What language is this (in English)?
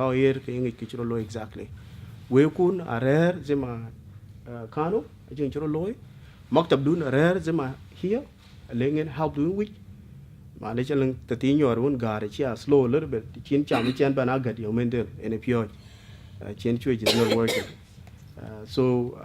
Dinka